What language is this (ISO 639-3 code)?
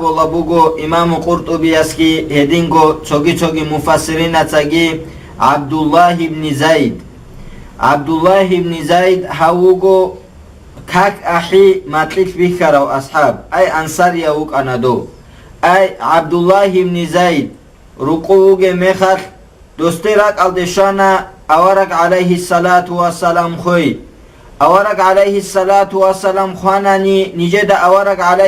ava